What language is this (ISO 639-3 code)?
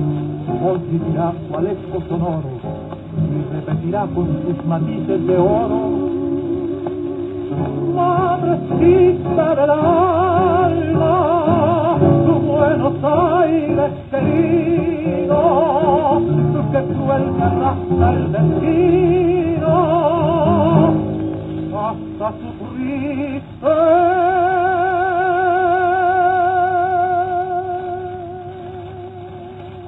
spa